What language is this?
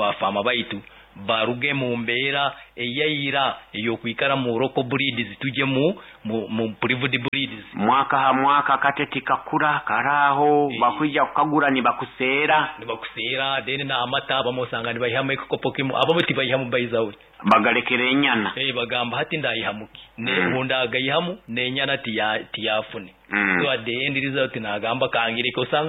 Nyoro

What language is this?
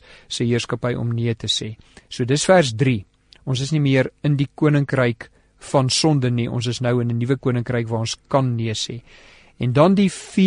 Afrikaans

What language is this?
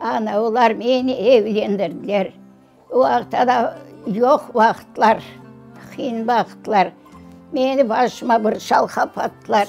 Crimean Tatar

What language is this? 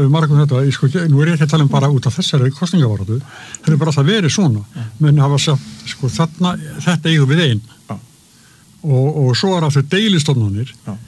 Icelandic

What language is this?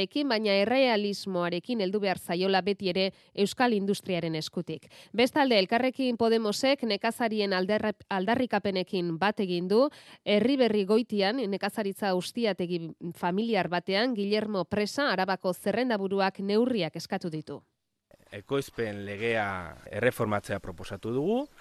Basque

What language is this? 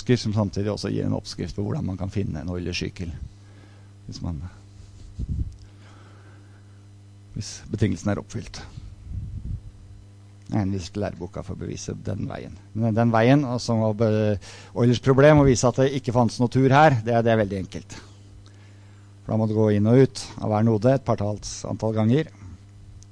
Norwegian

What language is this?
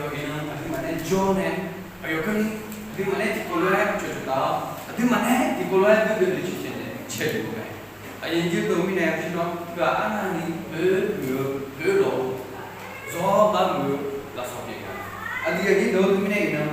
Akha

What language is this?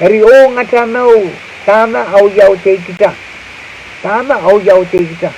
Pohnpeian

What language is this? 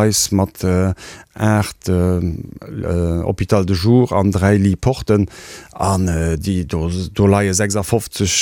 Luxembourgish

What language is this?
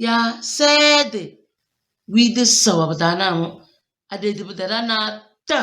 Tem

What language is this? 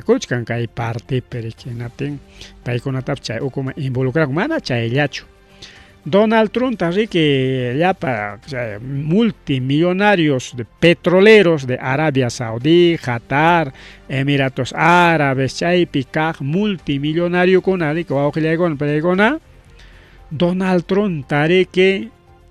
Ayacucho Quechua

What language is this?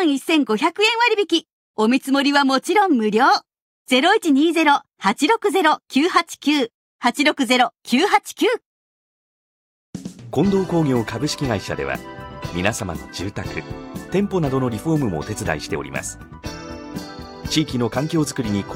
Japanese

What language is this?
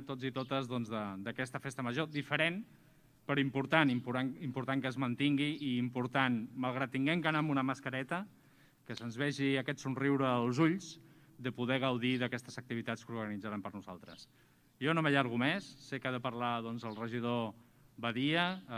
Catalan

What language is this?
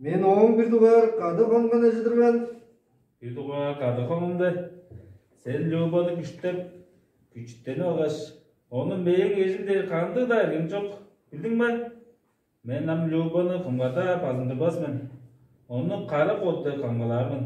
Tuvinian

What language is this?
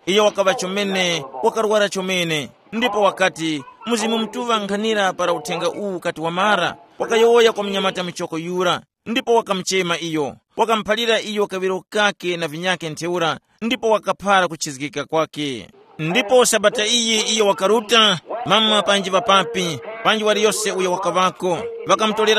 Tumbuka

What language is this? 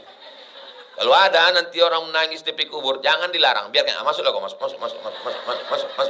Indonesian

